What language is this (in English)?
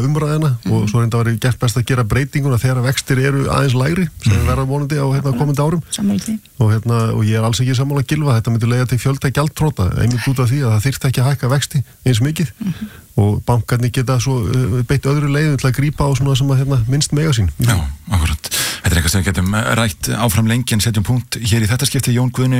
Icelandic